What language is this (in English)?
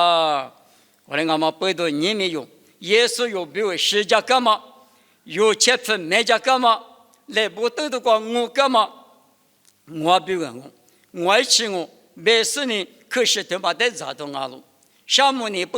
Lisu